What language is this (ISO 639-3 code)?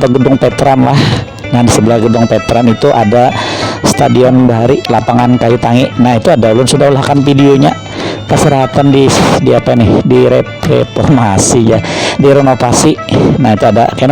bjn